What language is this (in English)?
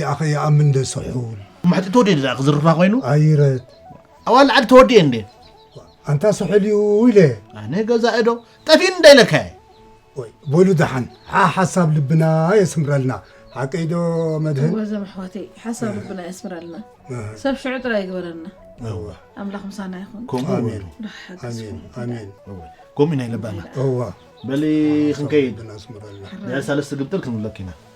Tigrinya